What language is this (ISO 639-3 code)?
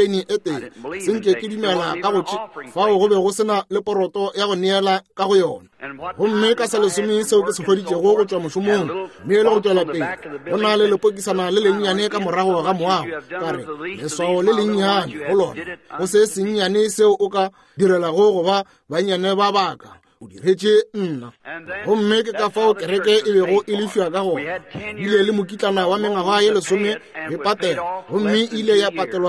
nso